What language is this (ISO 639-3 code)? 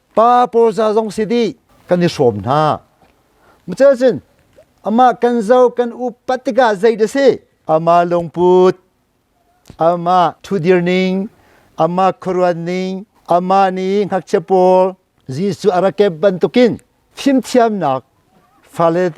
cnh